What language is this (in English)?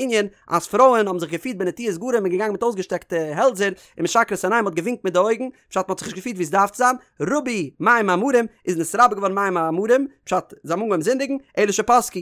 Yiddish